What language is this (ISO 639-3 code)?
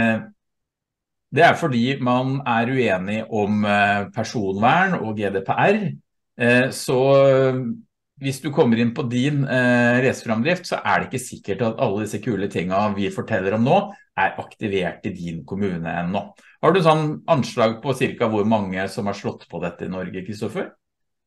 nor